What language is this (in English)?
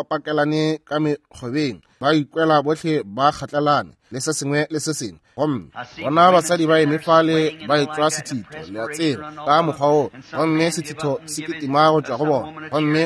Northern Sotho